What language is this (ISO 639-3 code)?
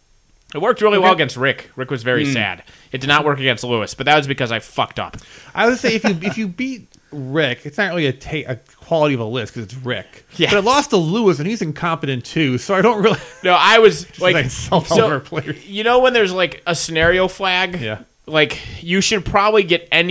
eng